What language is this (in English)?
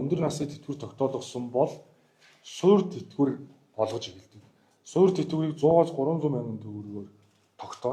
Mongolian